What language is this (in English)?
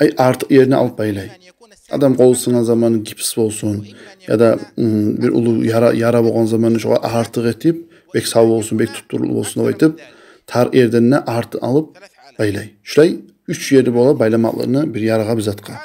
Kumyk